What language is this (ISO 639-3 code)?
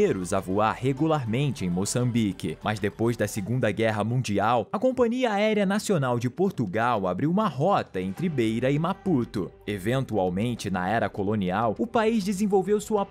por